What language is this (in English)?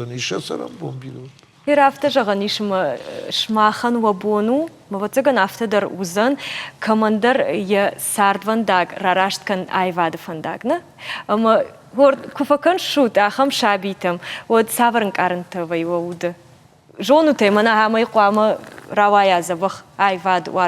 Ossetic